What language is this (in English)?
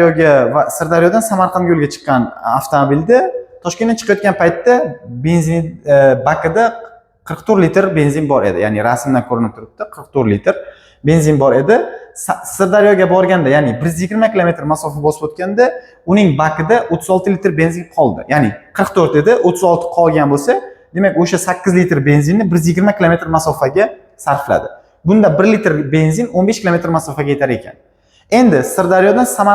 Uzbek